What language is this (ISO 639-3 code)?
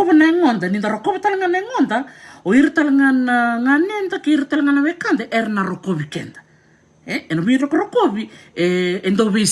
fij